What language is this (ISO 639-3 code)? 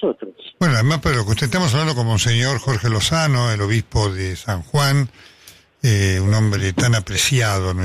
spa